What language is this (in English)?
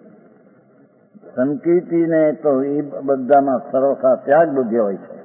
Gujarati